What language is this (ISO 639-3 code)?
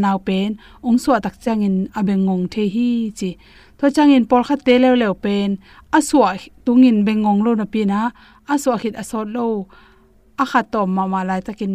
ctd